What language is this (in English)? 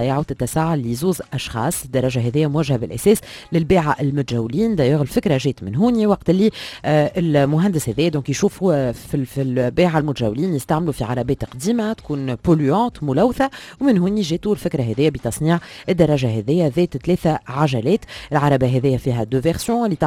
Tunisian Arabic